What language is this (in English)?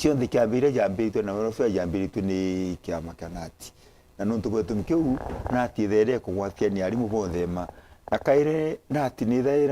Meru